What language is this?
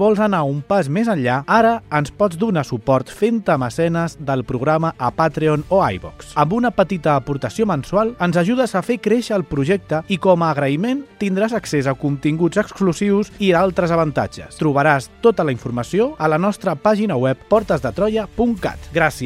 Catalan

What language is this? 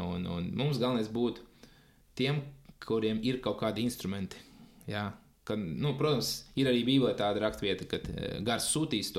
Latvian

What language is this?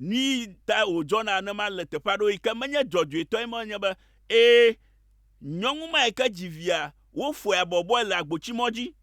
Ewe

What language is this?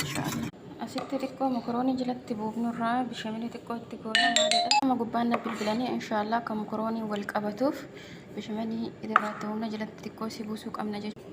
Oromo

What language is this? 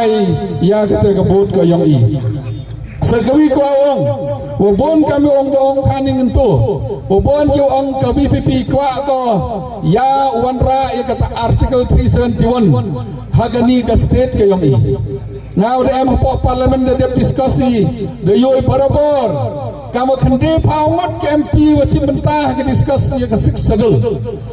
Khasi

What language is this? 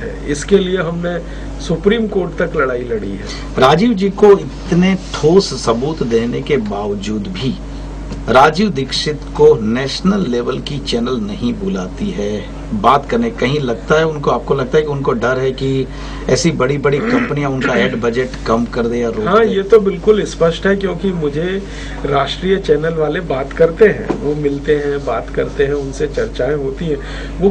Hindi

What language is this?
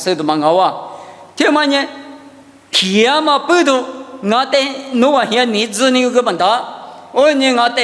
Lisu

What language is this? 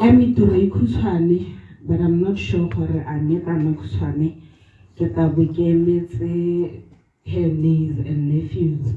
Tswana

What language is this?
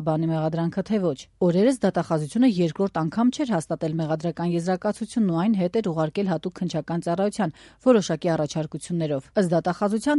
Armenian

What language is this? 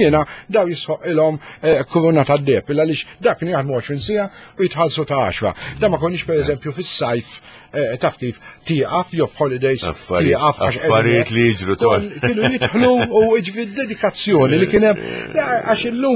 Maltese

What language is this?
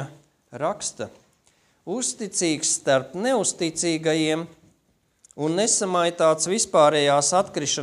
Latvian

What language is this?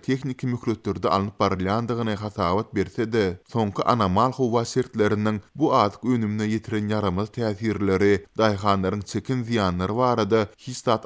Turkmen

